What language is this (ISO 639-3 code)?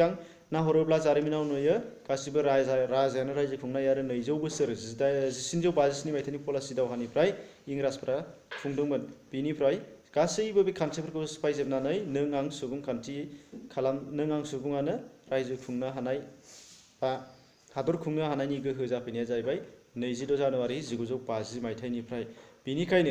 brx